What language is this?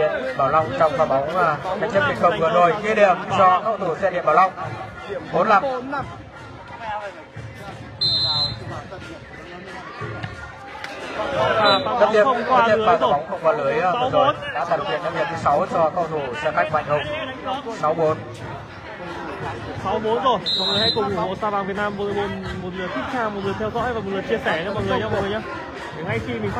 Vietnamese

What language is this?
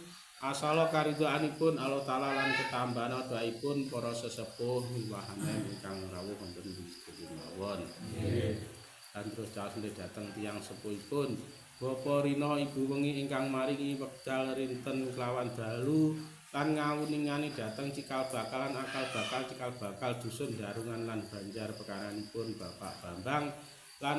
Javanese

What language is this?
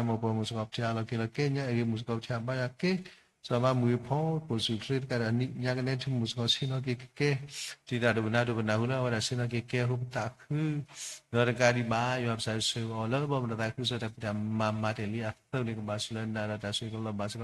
S'gaw Karen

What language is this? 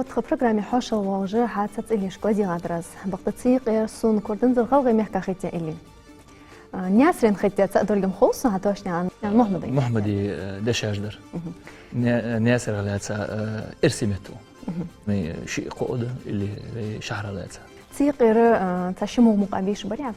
Ingush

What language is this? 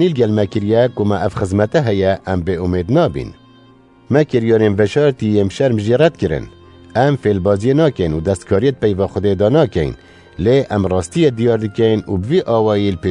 Kurdish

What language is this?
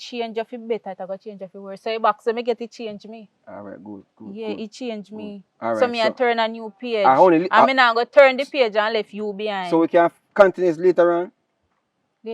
Jamaican Creole English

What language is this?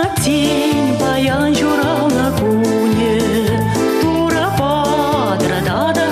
Chuvash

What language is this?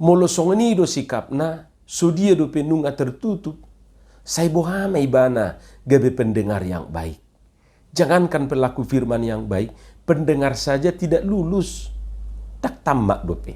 Batak Toba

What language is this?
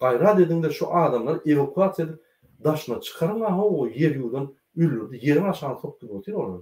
Turkmen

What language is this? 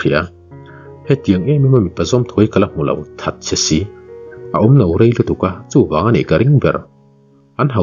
Mizo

